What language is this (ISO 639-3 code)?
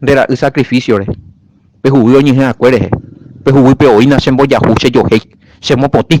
grn